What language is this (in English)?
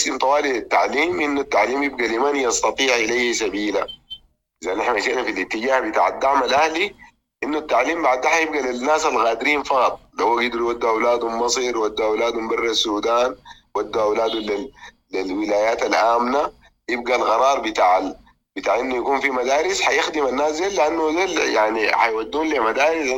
Sudanese Arabic